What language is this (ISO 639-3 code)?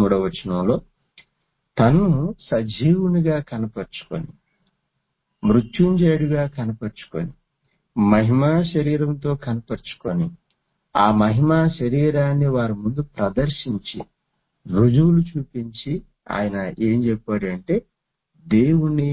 tel